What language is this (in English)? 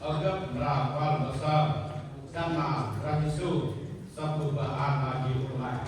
Central Mnong